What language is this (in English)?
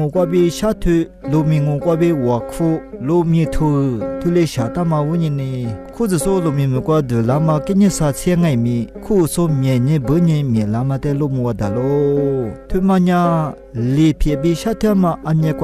Lisu